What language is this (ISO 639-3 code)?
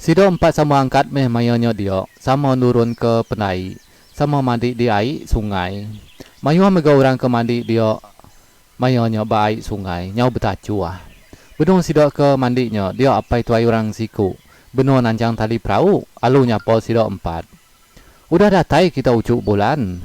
iba